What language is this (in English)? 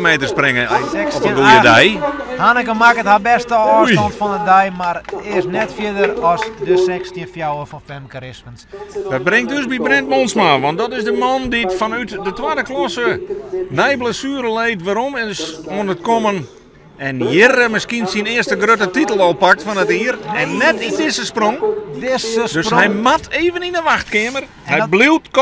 Western Frisian